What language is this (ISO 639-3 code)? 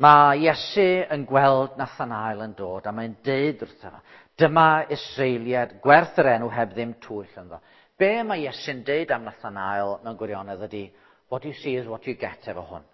cym